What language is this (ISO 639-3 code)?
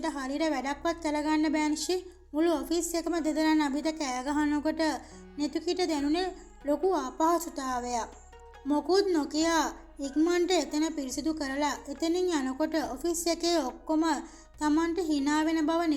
sin